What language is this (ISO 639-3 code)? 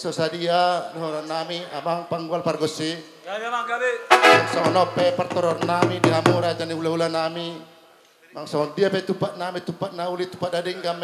bbc